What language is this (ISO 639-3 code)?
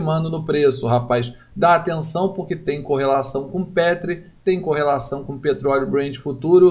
por